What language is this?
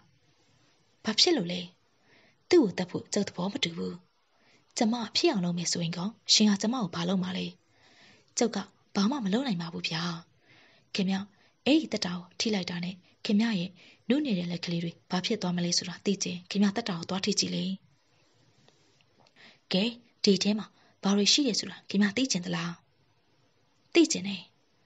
Burmese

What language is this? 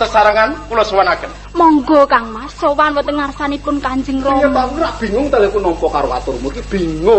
Javanese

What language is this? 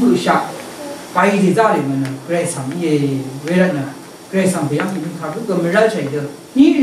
Rawang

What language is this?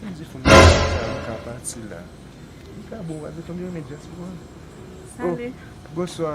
Haitian Creole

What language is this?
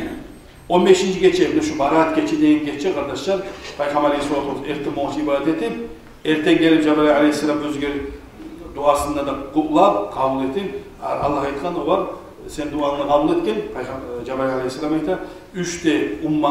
Kumyk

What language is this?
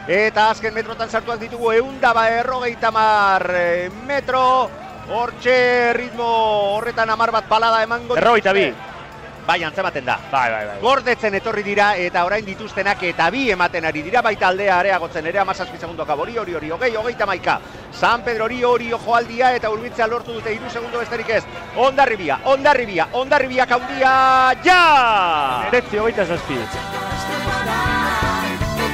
Basque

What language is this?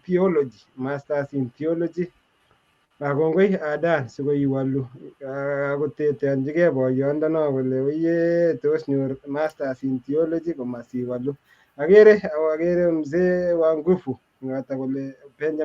Kalenjin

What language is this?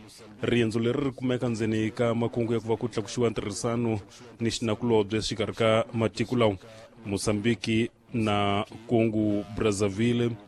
Tsonga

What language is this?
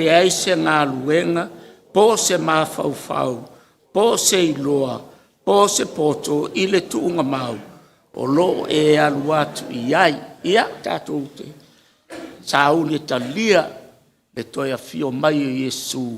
Samoan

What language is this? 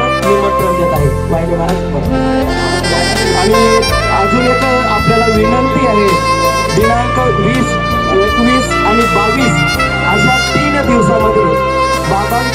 Marathi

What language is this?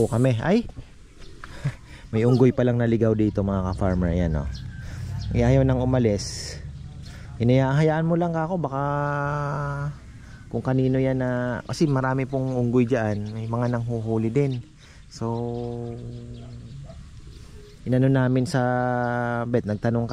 Filipino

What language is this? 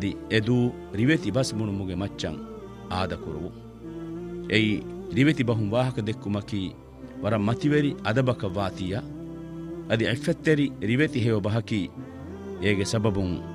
Divehi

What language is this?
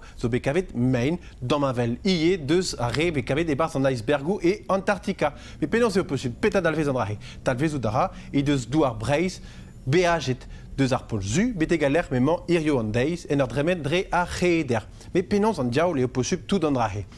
Breton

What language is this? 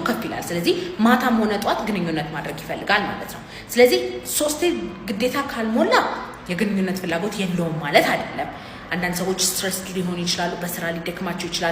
Amharic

